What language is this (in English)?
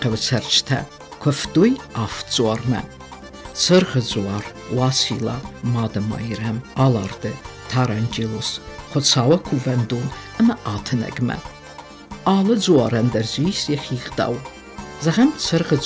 Ossetic